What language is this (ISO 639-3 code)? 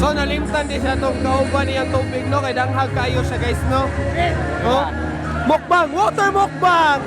ceb